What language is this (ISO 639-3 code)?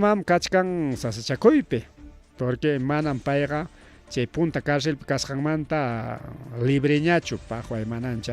quy